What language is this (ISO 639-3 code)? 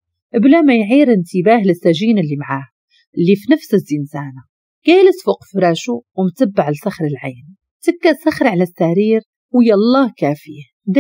ary